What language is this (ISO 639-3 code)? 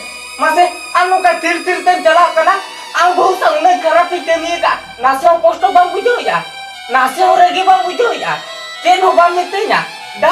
sat